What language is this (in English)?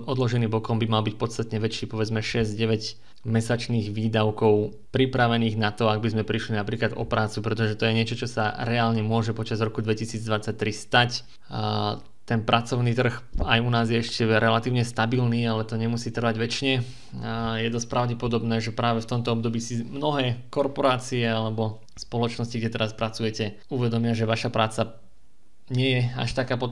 Slovak